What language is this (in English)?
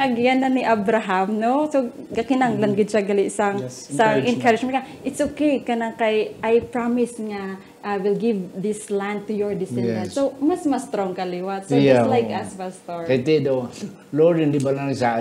Hiligaynon